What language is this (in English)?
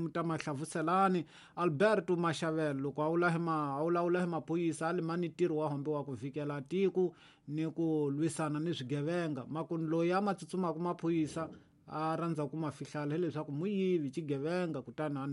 Tsonga